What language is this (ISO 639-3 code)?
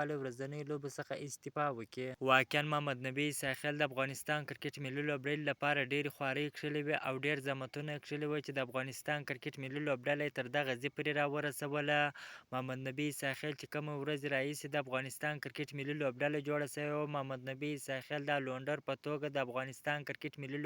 pus